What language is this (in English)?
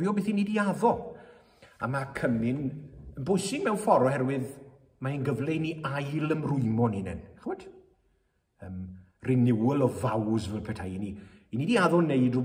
Welsh